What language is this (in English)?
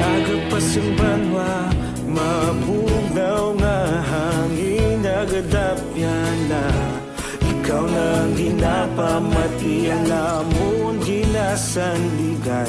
Hiligaynon